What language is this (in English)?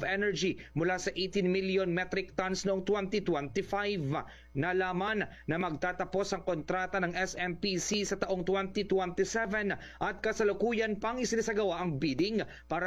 Filipino